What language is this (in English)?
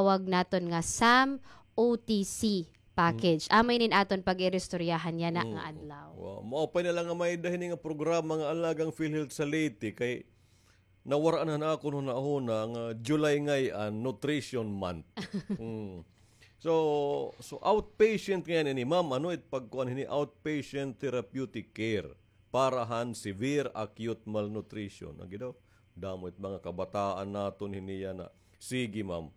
Waray